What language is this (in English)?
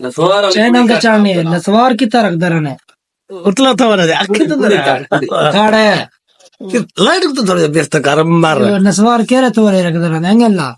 Saraiki